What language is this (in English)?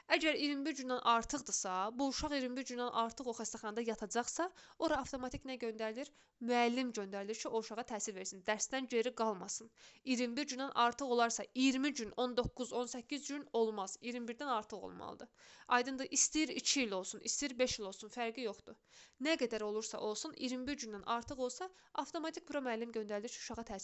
Azerbaijani